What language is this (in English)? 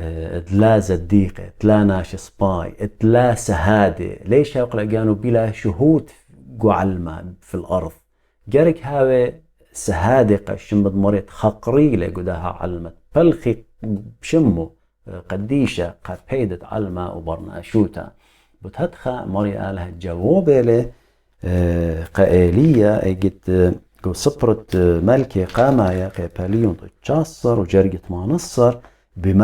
Assyrian Neo-Aramaic